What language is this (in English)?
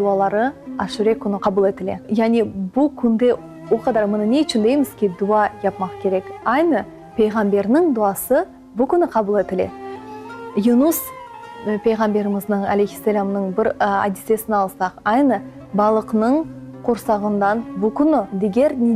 Crimean Tatar